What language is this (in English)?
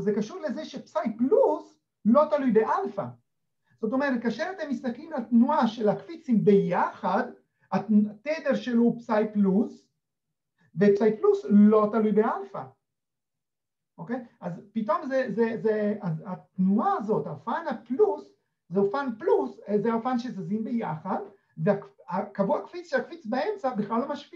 Hebrew